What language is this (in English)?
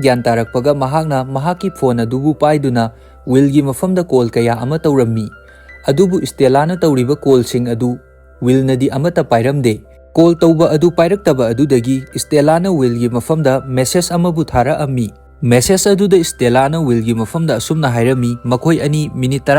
Manipuri